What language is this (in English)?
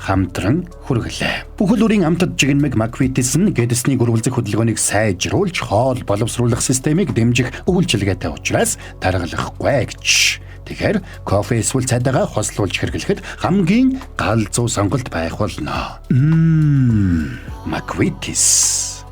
Mongolian